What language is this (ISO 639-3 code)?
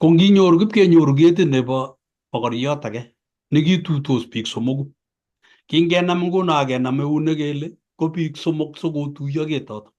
kln